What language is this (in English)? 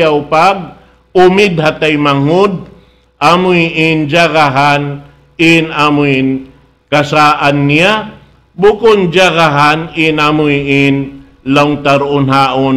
Tausug